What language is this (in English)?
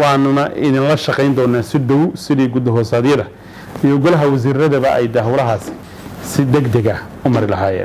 Somali